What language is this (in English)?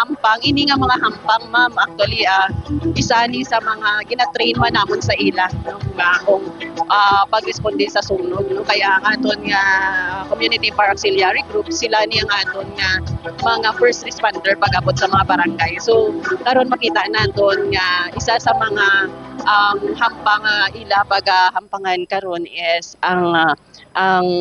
Hiligaynon